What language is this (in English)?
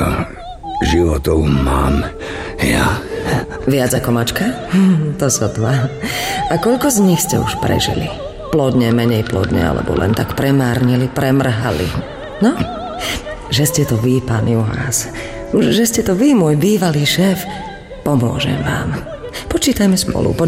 Slovak